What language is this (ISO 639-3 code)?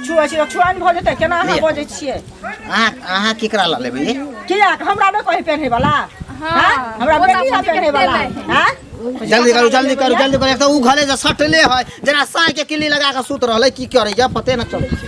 mai